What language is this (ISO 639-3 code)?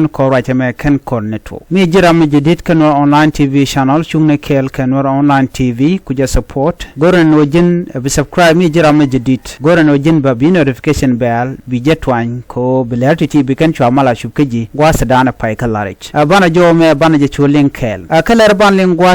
nus